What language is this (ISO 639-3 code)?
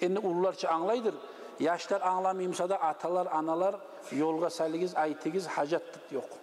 kum